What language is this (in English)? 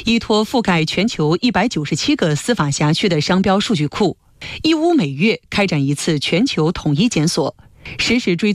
Chinese